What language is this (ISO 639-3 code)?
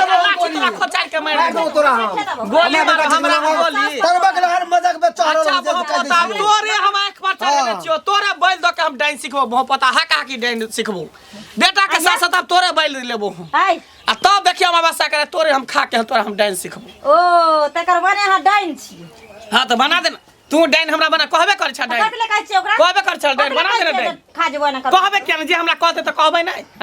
mai